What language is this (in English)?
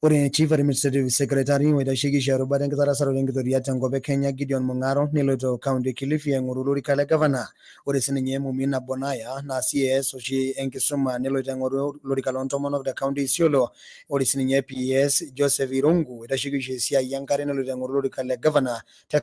Masai